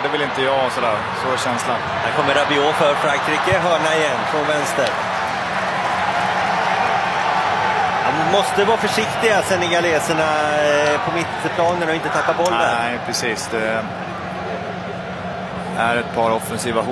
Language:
Swedish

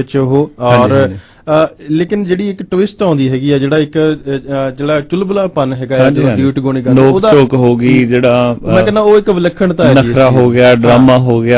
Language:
Punjabi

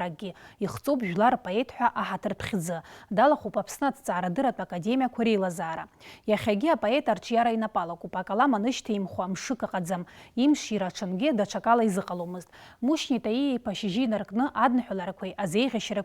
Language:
Abkhazian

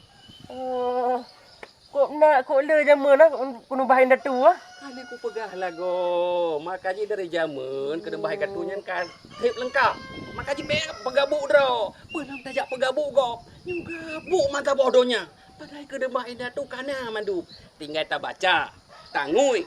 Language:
Achinese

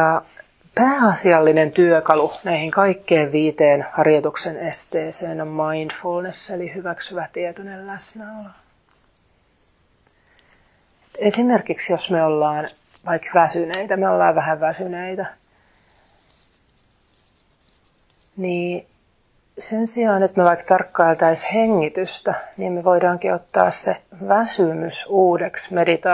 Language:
Finnish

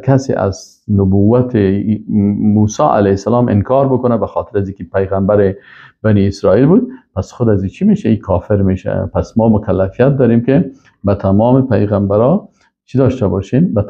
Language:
Persian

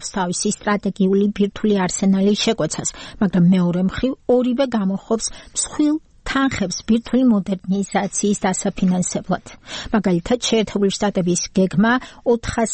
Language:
Georgian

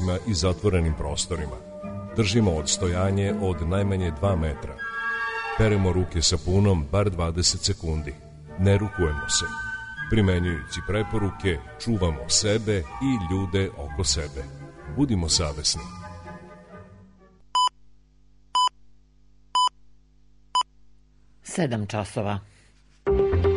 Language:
Serbian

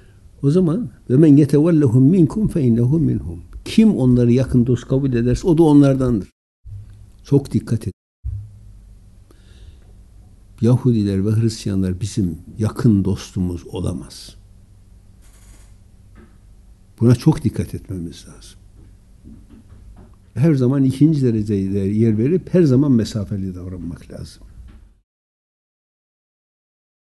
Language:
Turkish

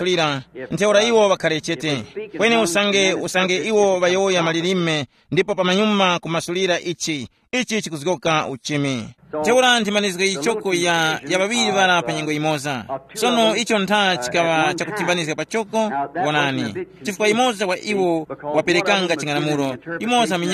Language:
Tumbuka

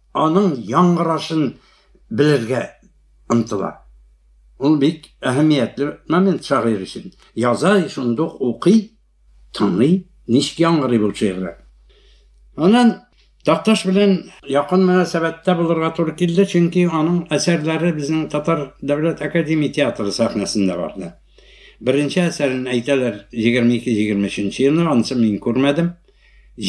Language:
Tatar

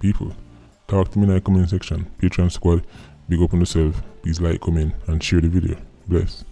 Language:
Jamaican Creole English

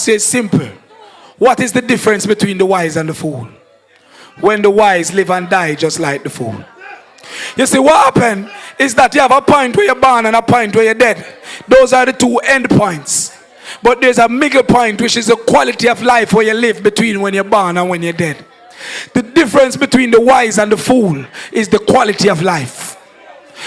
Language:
Jamaican Creole English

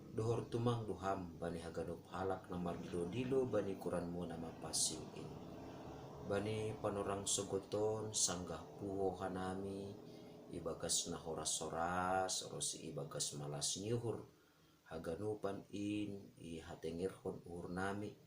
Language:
Batak Simalungun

